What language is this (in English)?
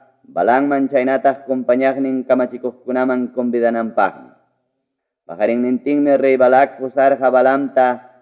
Ayacucho Quechua